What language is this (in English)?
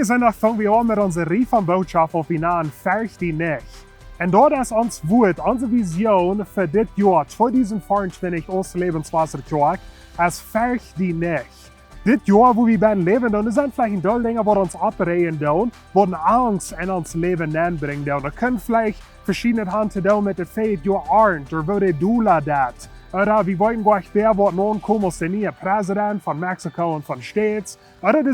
Plautdietsch